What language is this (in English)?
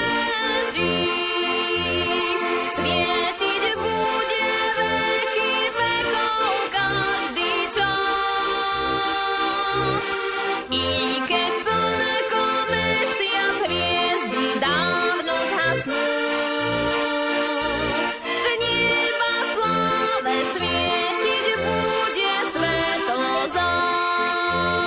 Slovak